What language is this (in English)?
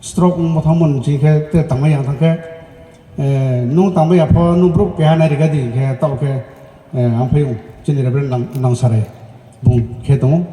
Riang (India)